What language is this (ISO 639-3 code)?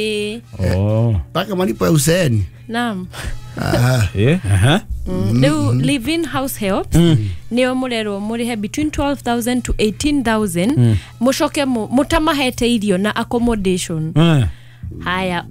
kik